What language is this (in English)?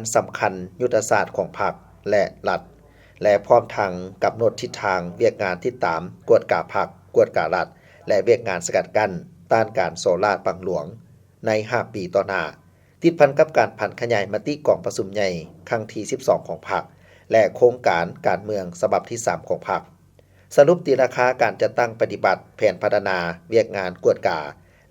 Lao